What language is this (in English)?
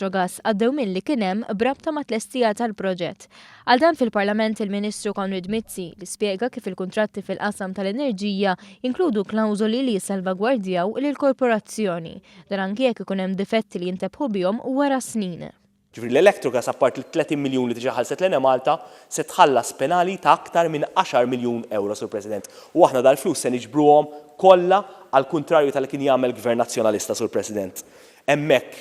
Maltese